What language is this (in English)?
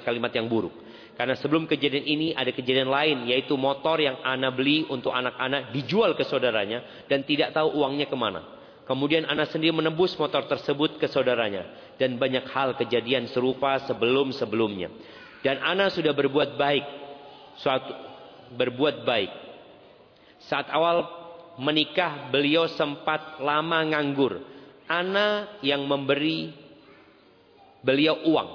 Indonesian